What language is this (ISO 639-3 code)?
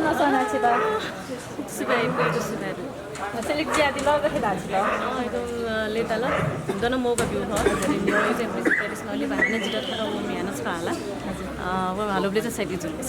new